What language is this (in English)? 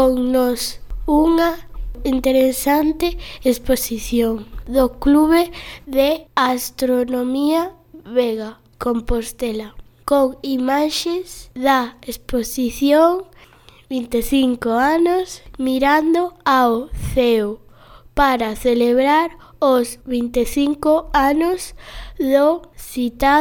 Galician